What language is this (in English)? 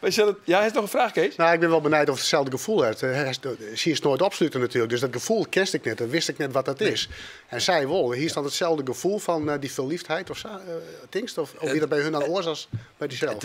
Western Frisian